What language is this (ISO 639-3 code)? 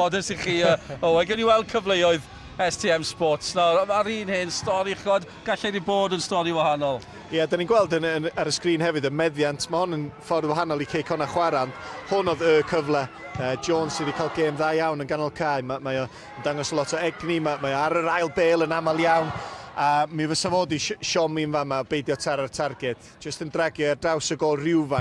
cym